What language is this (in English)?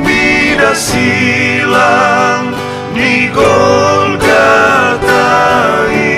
Batak Toba